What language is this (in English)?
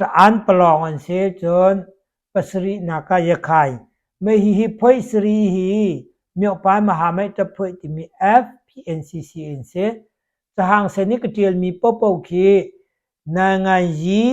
Hakha Chin